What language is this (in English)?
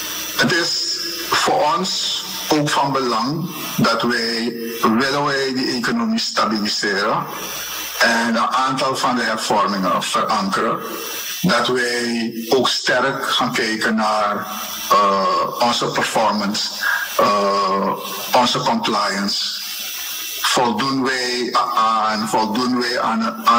Dutch